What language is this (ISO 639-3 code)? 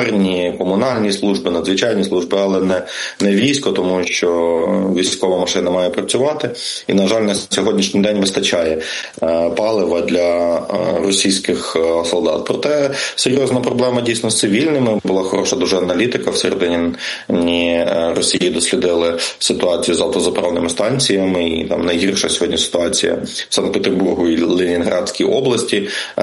ukr